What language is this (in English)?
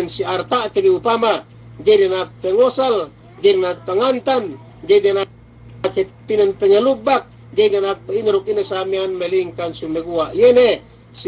Yakan